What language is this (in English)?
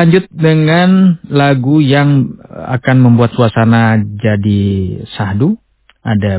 Indonesian